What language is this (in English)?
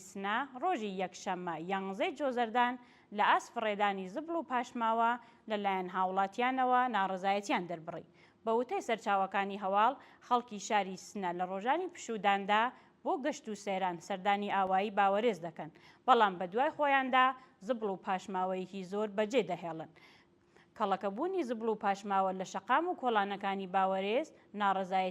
Central Kurdish